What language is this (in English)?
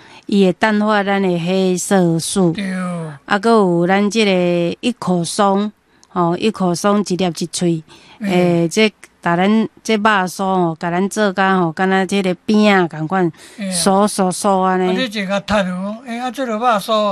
Min Nan Chinese